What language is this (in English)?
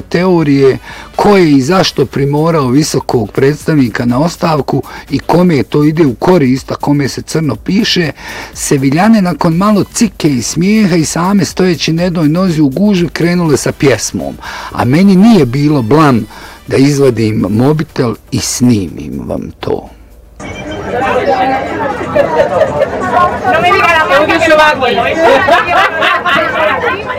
Bosnian